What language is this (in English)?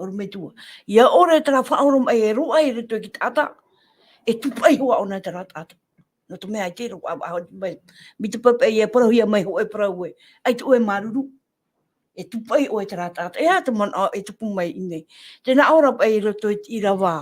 Tahitian